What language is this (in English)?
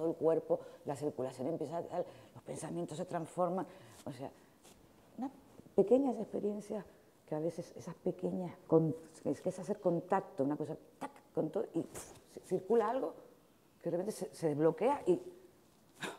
Spanish